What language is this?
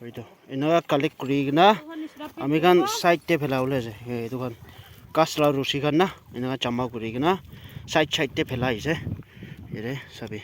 Naga Pidgin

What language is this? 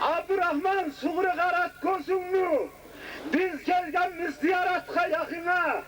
Kumyk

